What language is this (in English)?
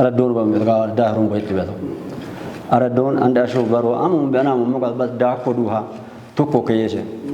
Kafa